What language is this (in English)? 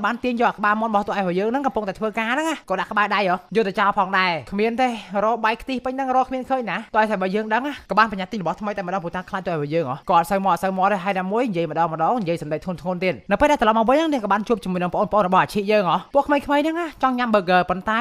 Khmer